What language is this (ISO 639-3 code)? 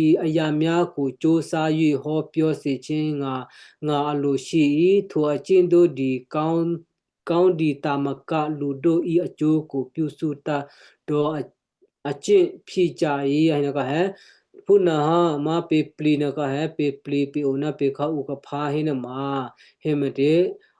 kyu